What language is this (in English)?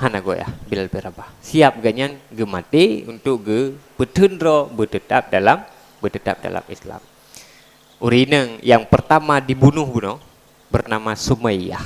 Achinese